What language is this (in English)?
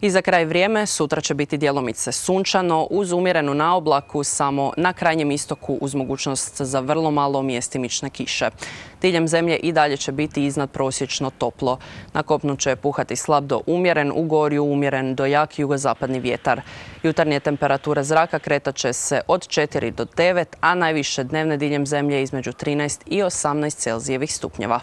Croatian